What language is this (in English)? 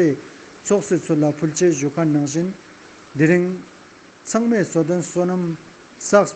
Ladakhi